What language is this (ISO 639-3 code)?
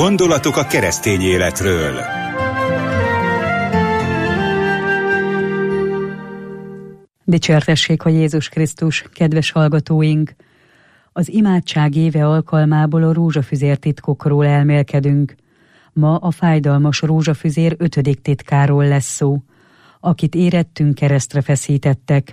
hun